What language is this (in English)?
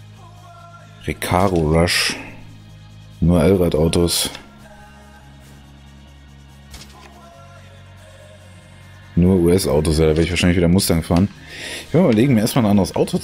German